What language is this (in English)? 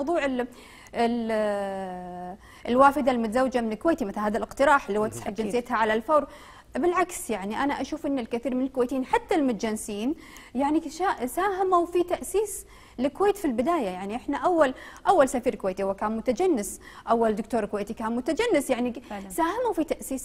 Arabic